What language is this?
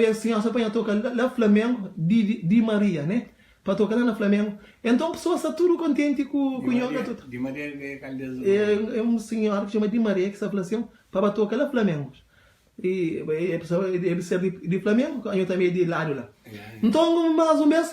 Kabuverdianu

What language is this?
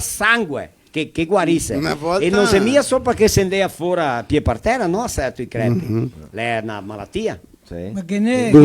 Venetian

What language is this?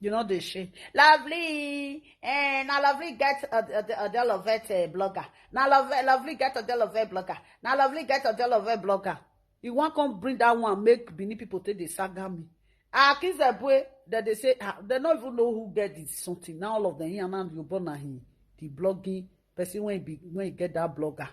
Nigerian Pidgin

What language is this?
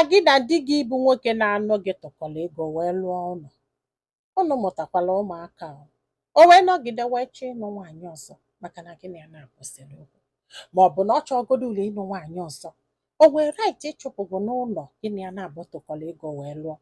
Igbo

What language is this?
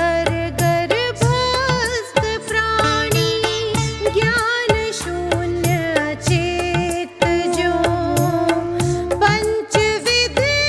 Hindi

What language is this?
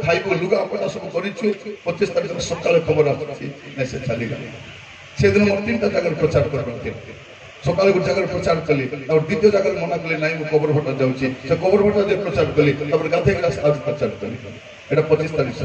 Odia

